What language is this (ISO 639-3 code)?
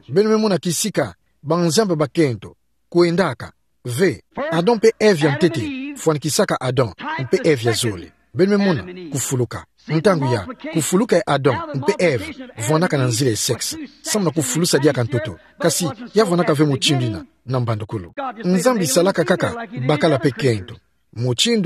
ktu